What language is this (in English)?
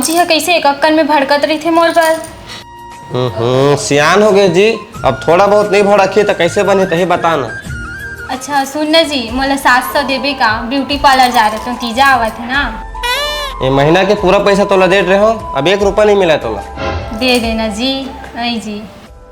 Chhattisgarhi